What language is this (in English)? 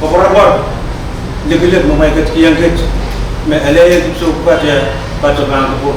Pohnpeian